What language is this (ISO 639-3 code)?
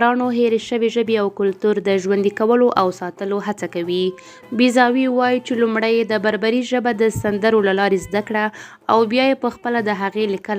pus